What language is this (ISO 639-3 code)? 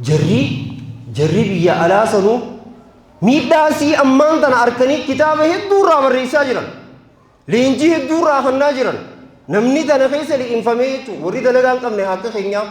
orm